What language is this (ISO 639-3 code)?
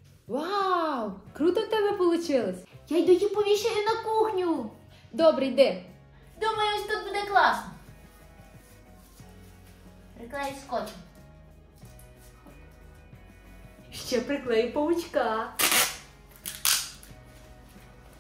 ukr